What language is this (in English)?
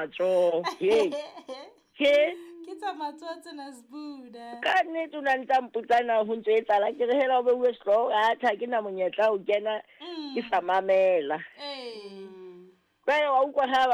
Southern Sotho